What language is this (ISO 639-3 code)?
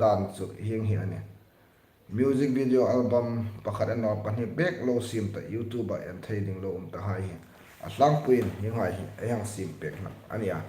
hmr